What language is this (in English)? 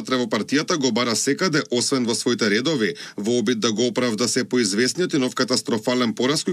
Macedonian